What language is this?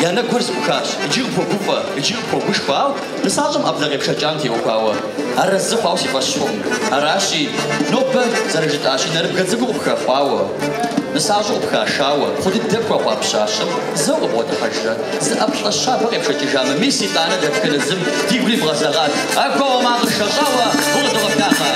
Kabardian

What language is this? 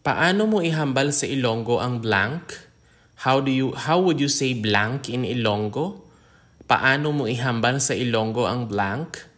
Hiligaynon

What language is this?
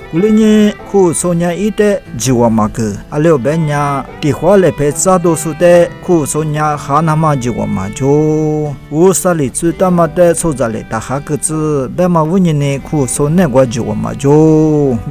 Lisu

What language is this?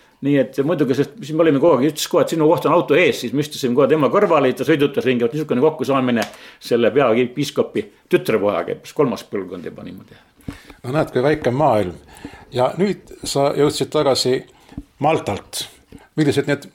Estonian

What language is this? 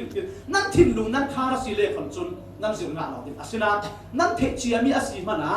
Falam Chin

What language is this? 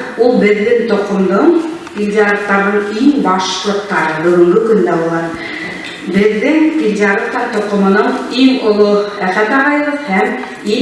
Bashkir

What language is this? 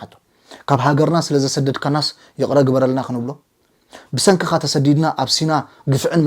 Tigrinya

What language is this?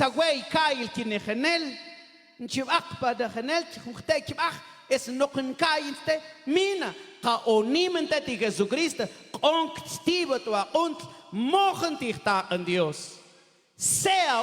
Mam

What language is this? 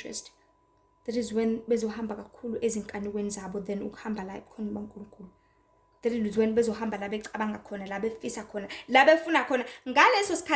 Zulu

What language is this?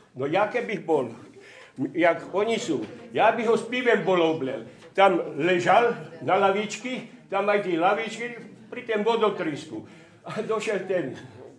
Slovak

